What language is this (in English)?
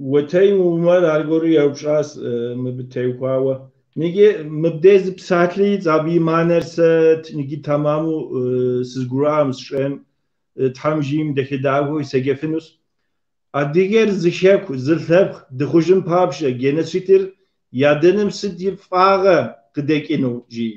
Kabardian